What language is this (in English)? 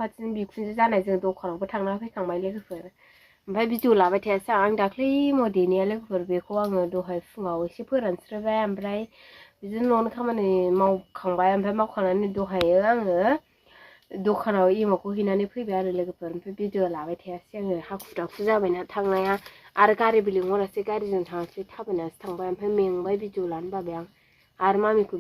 Bodo